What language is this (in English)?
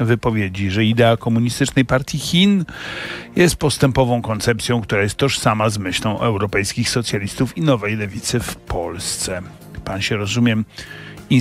Polish